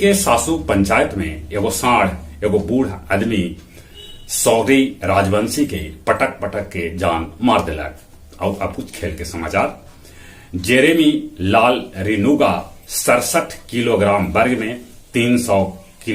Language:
Magahi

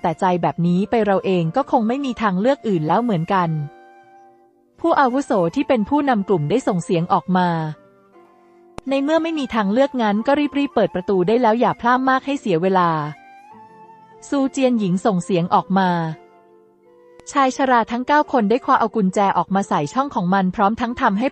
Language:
Thai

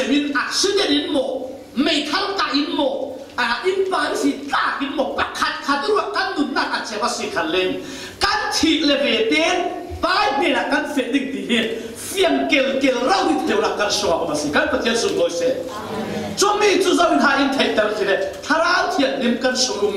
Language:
Falam Chin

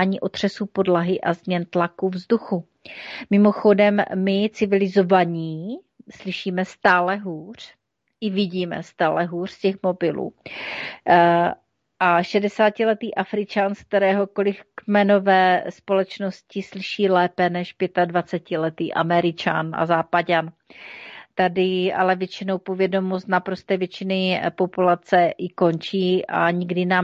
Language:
Czech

